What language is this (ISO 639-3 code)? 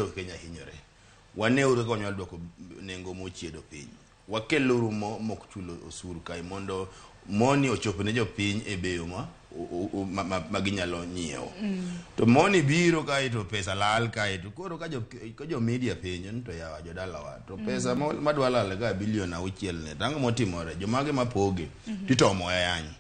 luo